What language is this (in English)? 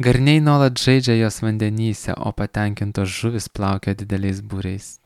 Lithuanian